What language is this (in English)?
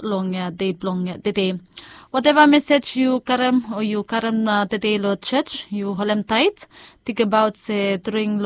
Bislama